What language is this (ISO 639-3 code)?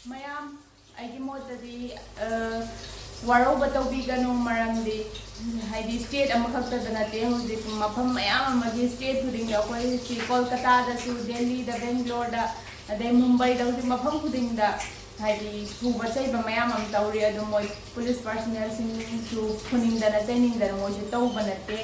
mni